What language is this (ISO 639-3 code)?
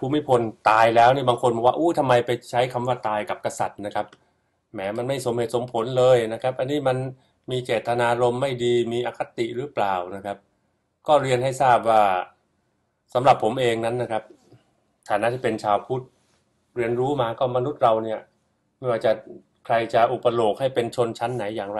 tha